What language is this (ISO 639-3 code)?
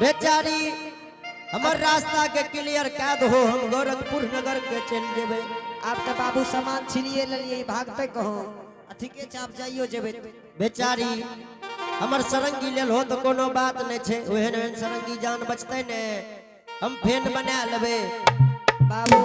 anp